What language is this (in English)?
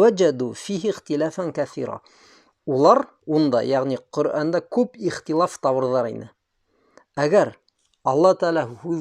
Bashkir